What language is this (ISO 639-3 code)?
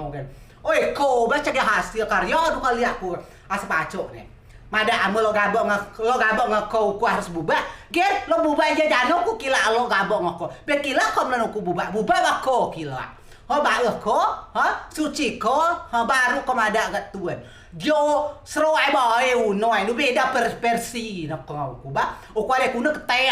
rej